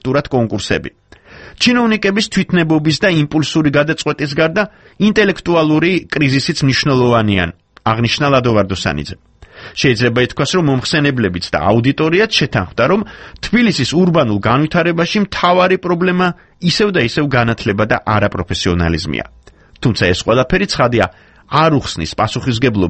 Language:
Georgian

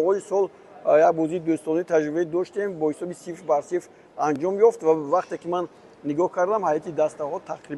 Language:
Tajik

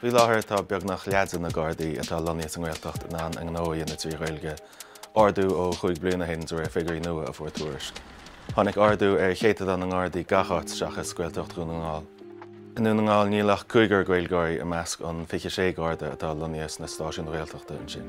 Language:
Irish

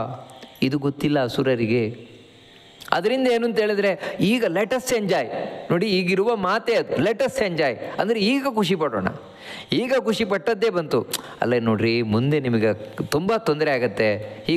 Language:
Kannada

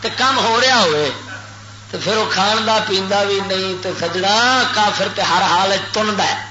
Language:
Western Panjabi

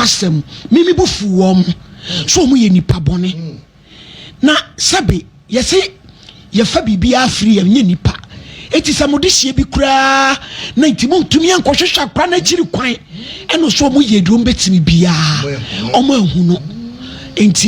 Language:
Akan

